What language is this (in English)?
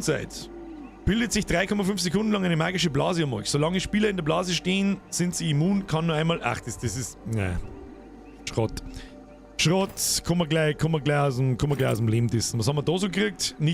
Bavarian